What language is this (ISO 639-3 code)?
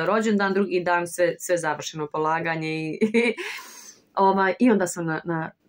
bos